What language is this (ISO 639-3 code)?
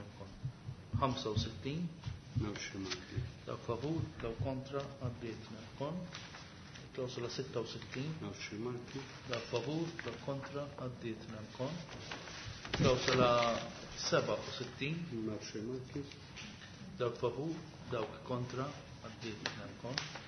mlt